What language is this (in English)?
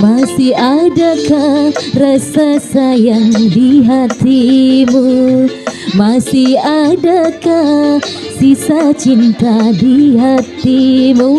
Betawi